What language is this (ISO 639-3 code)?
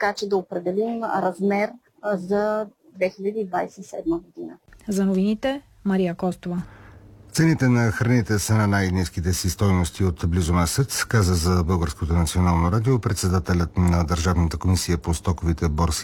bul